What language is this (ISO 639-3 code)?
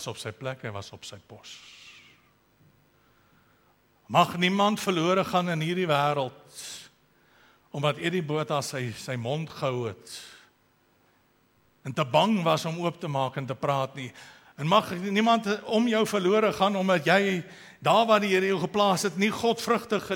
afr